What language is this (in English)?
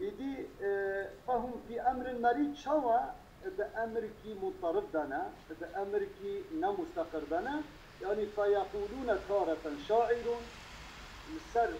Kurdish